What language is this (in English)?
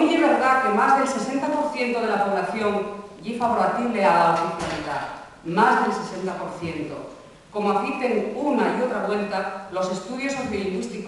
Asturian